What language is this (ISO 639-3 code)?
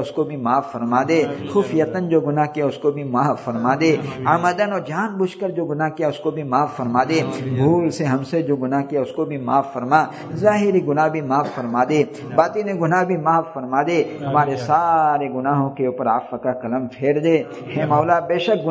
urd